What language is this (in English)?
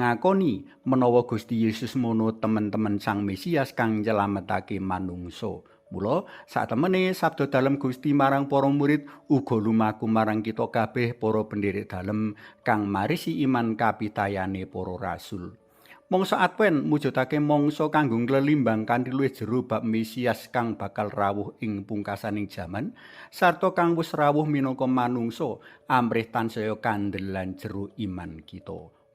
Javanese